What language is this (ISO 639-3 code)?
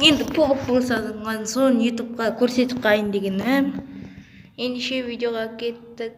kaz